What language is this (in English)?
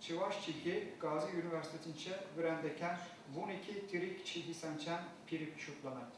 Chuvash